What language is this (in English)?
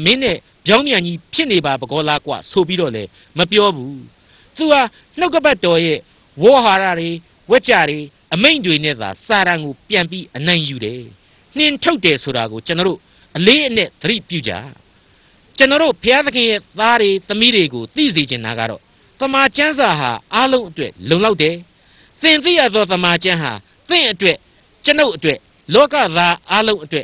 Burmese